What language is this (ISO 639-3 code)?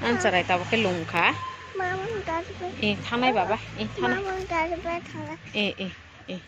trp